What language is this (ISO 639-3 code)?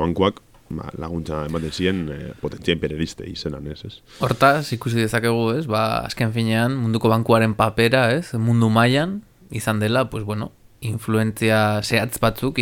eus